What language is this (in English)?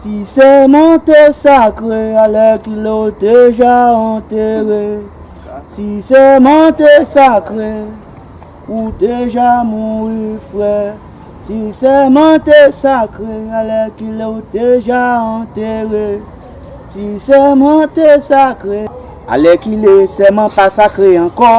Haitian Creole